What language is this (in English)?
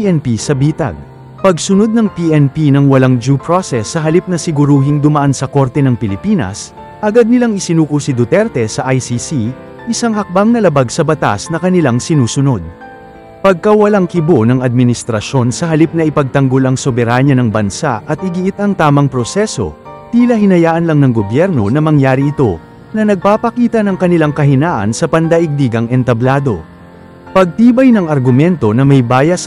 Filipino